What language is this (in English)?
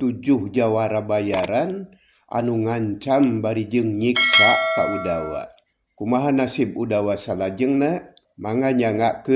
Sundanese